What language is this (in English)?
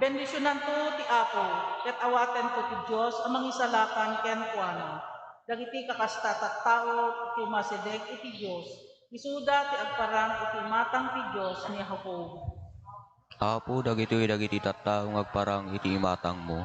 Iloko